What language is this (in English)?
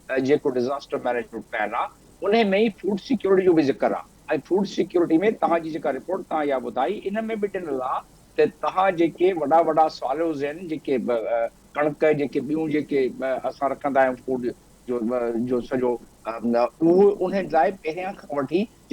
Sindhi